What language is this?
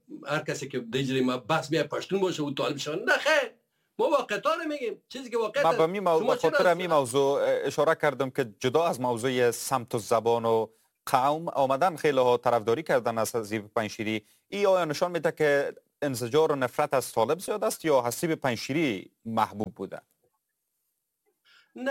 Persian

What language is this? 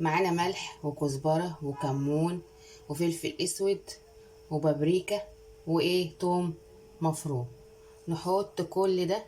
Egyptian Arabic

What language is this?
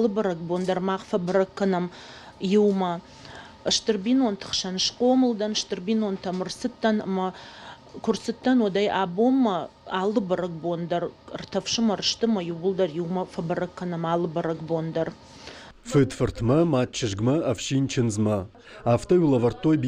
Ossetic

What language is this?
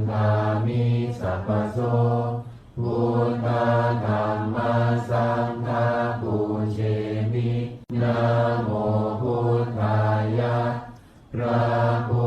Pali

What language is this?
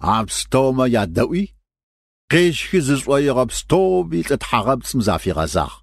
Kabardian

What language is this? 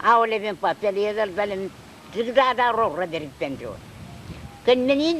Marshallese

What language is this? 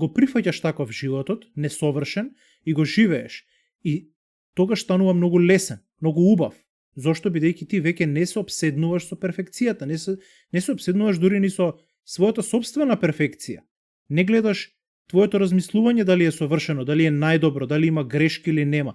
Macedonian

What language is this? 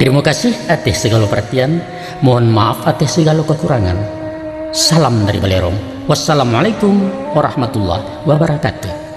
Minangkabau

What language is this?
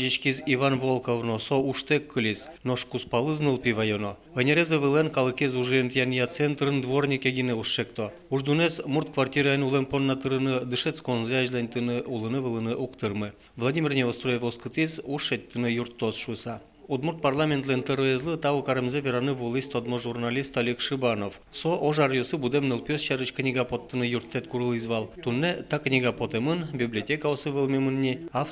Udmurt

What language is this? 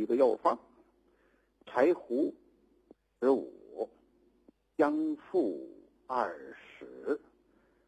Chinese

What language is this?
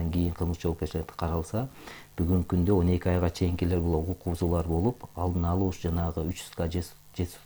Kyrgyz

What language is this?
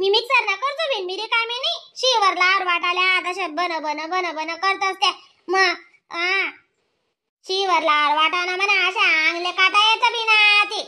Khandesi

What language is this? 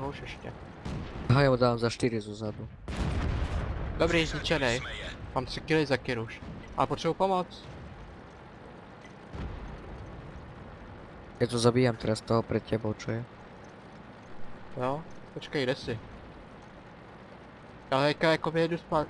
Czech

